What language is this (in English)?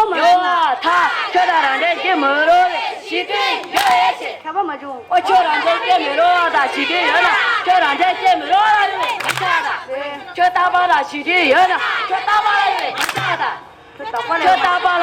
Tibetan